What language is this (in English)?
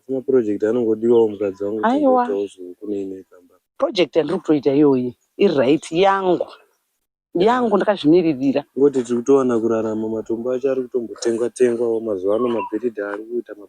Shona